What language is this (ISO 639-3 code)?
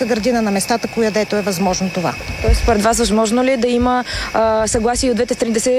bul